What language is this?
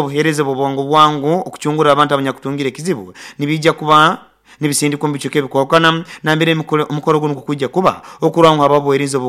Nyoro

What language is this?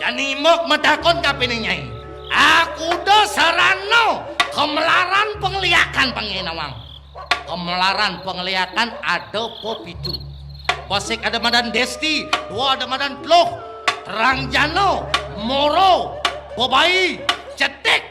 Balinese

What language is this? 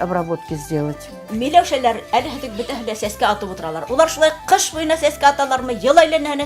Bashkir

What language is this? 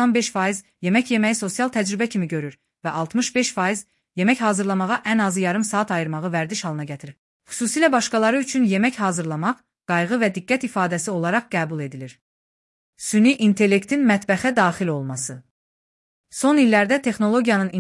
Azerbaijani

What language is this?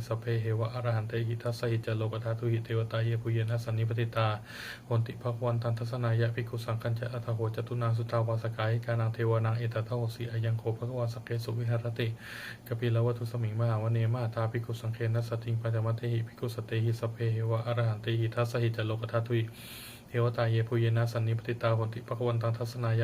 Pali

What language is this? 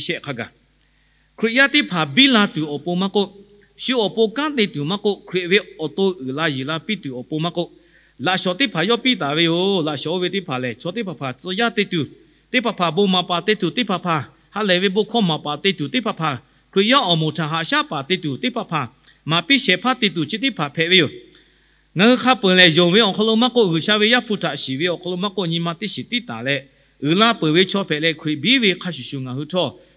Lahu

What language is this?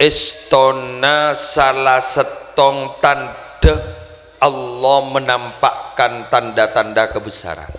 Madurese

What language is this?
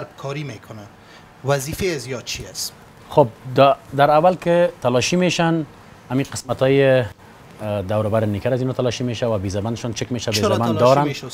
Persian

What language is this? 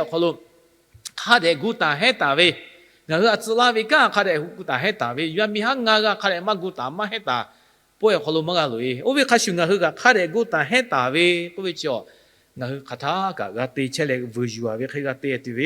Lahu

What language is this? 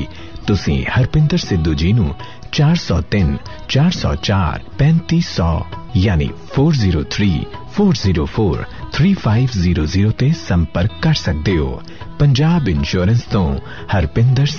Punjabi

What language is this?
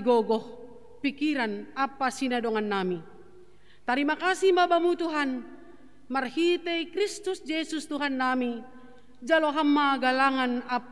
Batak Simalungun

